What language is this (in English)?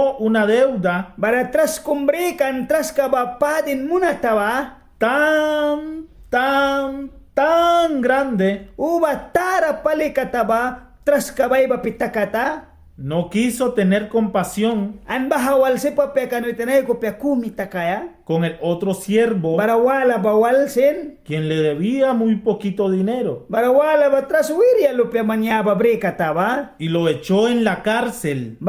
Mískito